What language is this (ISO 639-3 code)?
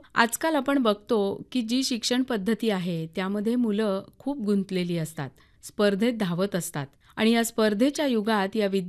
mar